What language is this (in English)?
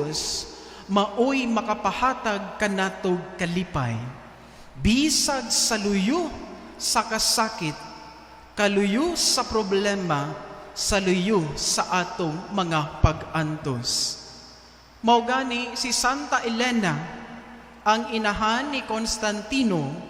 Cebuano